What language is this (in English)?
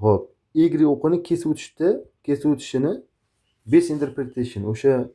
Uzbek